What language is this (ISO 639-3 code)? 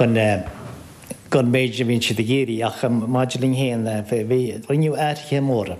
gle